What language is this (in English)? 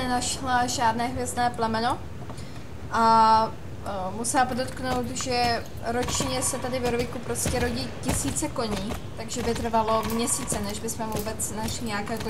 Czech